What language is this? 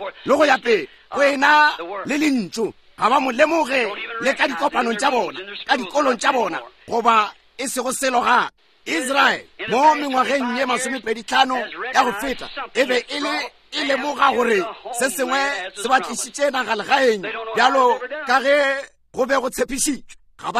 Northern Sotho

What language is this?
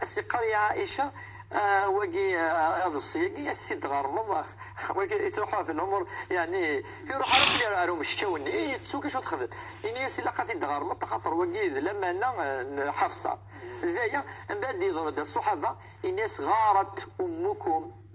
Kabyle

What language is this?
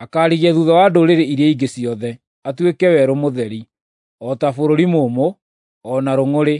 Kikuyu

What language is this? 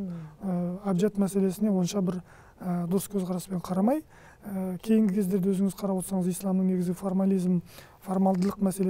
Kazakh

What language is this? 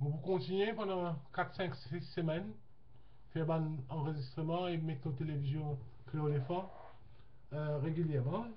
Morisyen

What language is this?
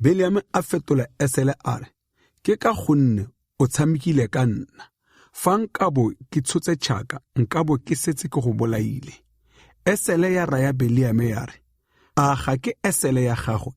Tswana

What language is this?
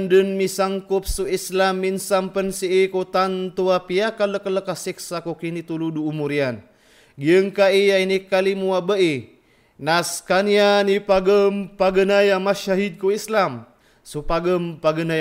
Maranao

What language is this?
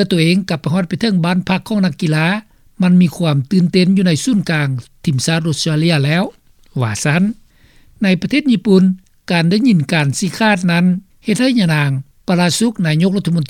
Lao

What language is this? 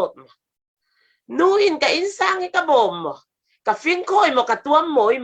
Falam Chin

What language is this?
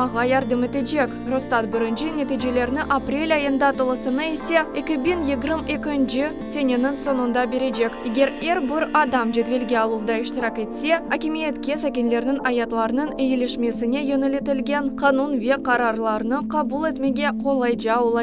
Crimean Tatar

